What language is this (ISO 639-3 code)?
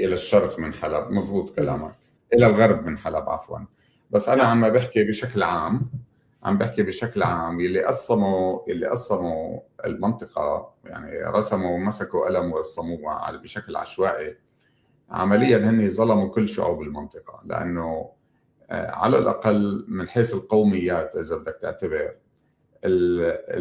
apc